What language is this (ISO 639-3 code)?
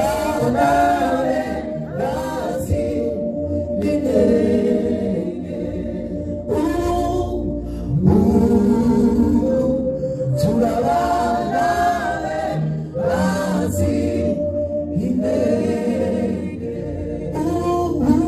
kin